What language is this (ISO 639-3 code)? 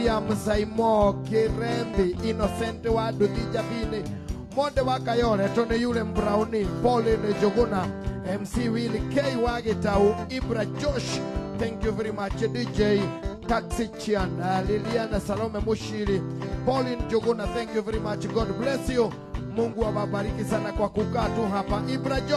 kik